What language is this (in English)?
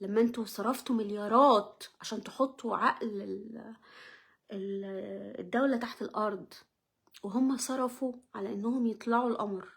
Egyptian Arabic